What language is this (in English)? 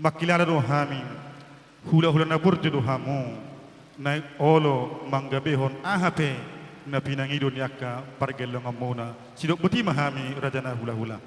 Batak Toba